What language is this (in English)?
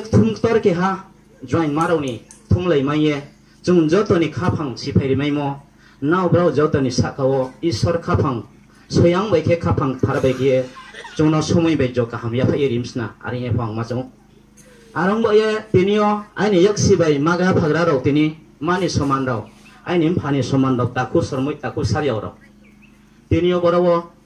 Riang (India)